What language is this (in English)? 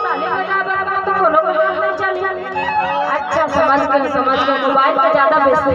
Chhattisgarhi